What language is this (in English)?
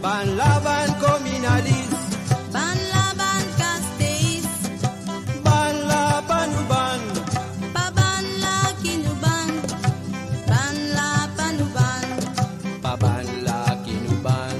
Morisyen